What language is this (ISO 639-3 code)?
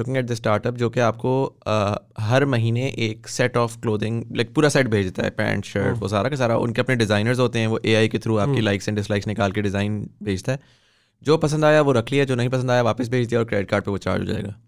hin